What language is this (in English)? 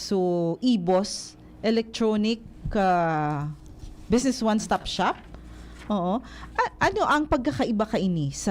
Bikol